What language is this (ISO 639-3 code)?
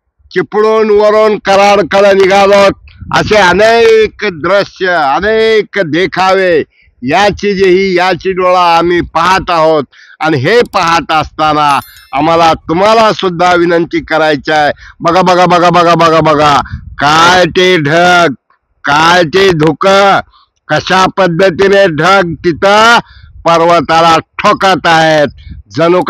mar